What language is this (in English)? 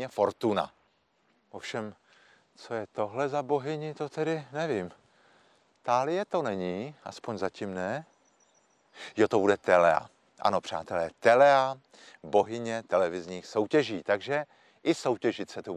Czech